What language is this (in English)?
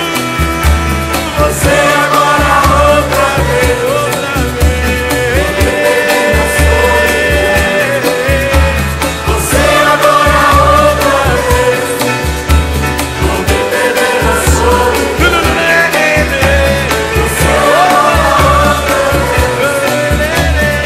Portuguese